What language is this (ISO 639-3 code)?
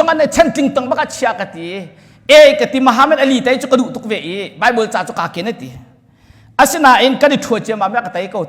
cnh